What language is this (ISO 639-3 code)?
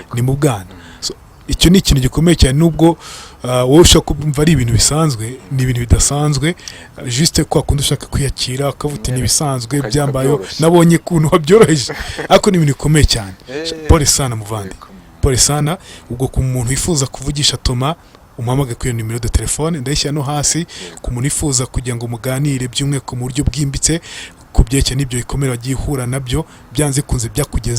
kin